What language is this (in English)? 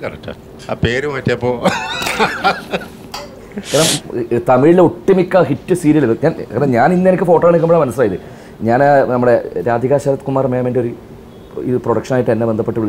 Malayalam